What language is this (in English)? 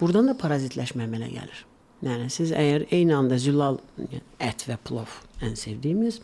Azerbaijani